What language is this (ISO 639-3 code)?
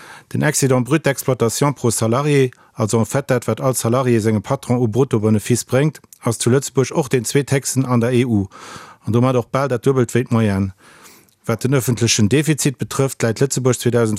ltz